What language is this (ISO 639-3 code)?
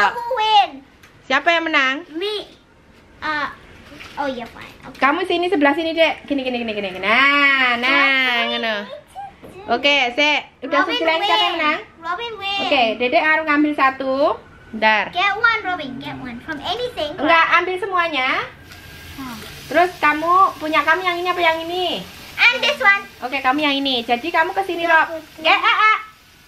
ind